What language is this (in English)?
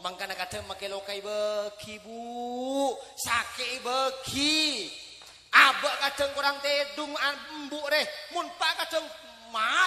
Madurese